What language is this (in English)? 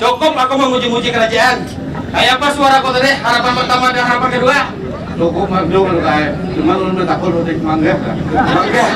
Banjar